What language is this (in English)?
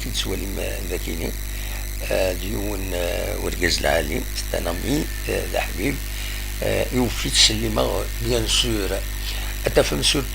Kabyle